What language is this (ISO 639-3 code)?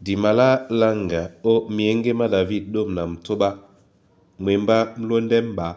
dua